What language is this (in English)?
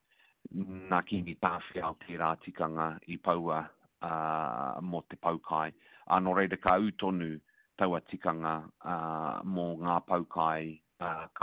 Māori